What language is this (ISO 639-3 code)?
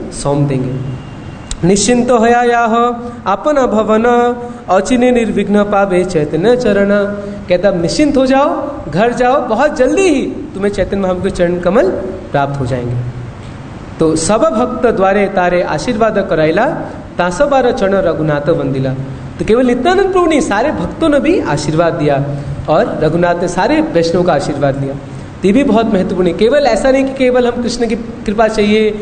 hin